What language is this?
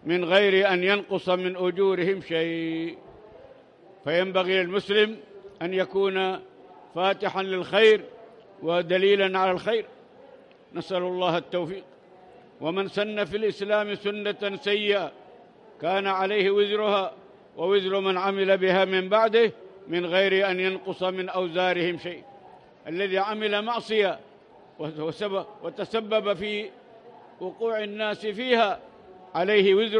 Arabic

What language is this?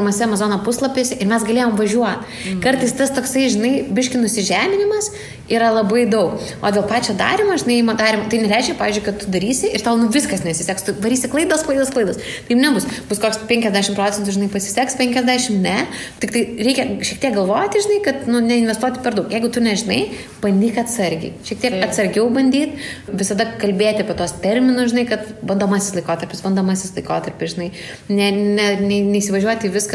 Lithuanian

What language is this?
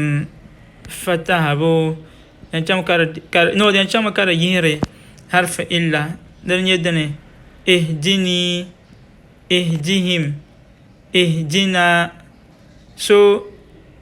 Dagbani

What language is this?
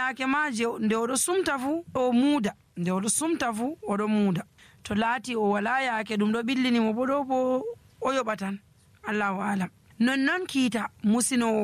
Nigerian Fulfulde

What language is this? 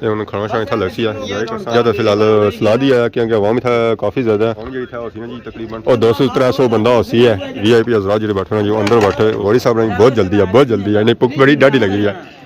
Pahari-Potwari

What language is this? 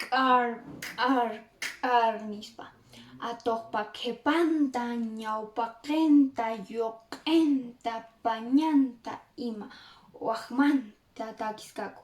Quechua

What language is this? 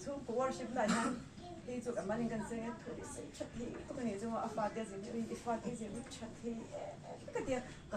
Mizo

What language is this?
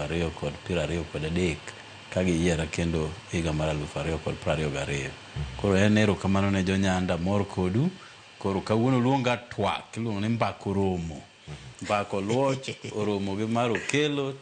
Luo (Kenya and Tanzania)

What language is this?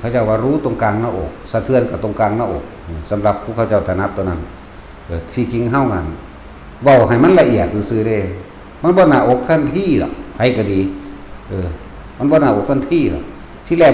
Northeastern Thai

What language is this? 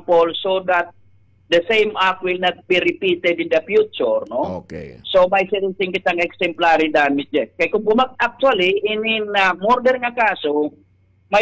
Waray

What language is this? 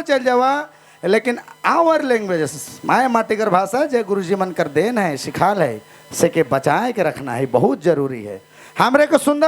Sadri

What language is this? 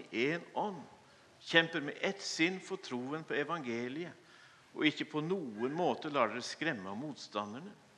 Norwegian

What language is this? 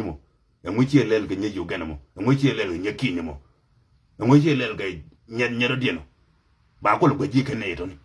Nuer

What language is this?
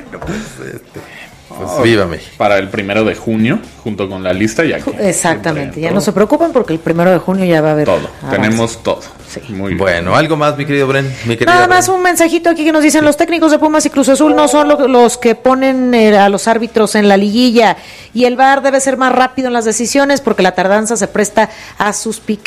Spanish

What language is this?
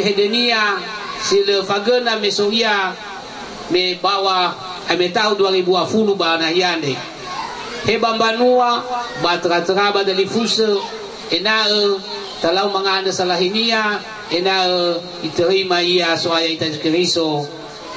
Nias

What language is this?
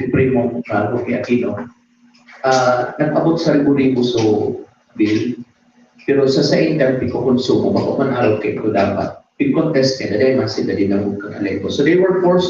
Bikol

